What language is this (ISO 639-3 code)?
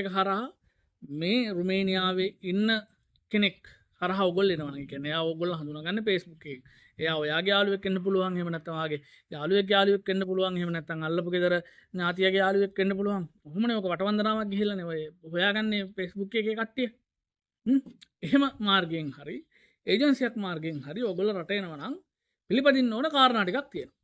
sin